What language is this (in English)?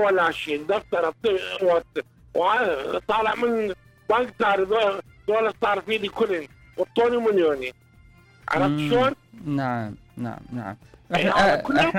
Mesopotamian Arabic